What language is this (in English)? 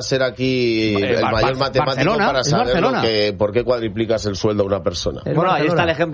Spanish